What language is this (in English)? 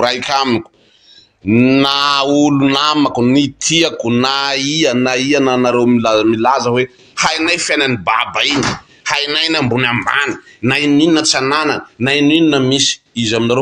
Malagasy